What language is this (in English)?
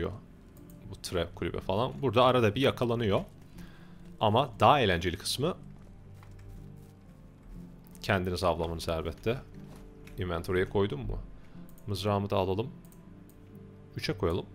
Turkish